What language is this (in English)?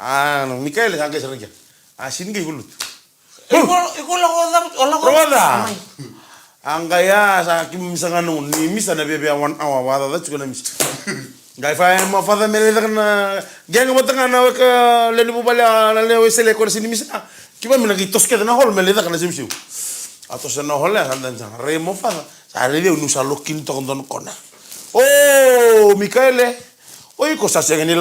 Fijian